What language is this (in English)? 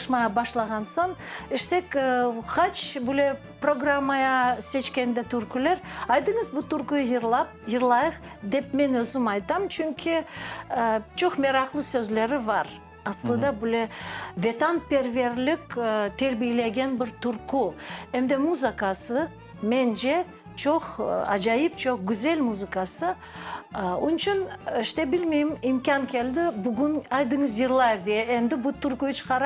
Crimean Tatar